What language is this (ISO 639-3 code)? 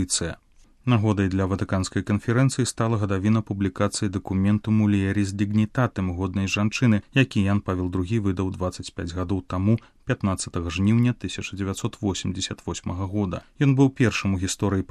bel